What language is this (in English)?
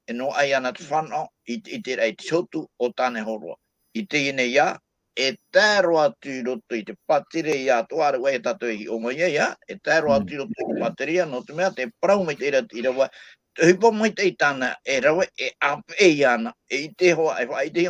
Tahitian